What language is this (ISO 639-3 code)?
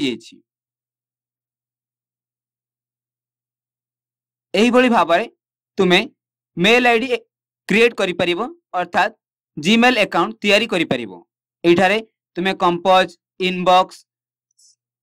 ori